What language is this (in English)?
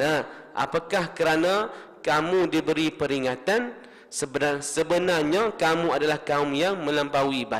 Malay